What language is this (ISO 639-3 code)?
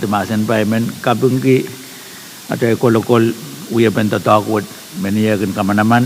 pon